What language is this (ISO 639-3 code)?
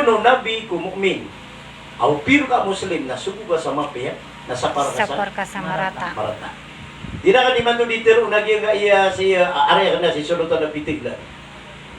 mrw